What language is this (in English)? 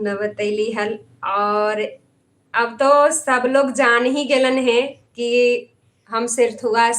Magahi